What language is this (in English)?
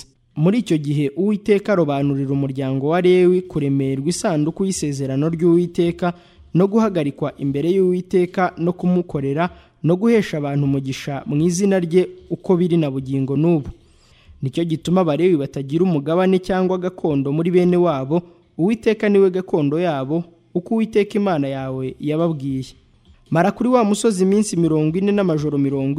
Kinyarwanda